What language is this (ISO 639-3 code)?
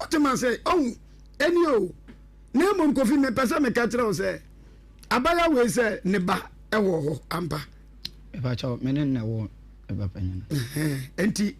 aka